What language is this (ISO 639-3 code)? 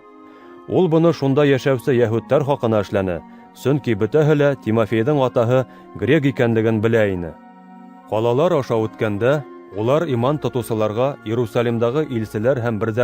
bak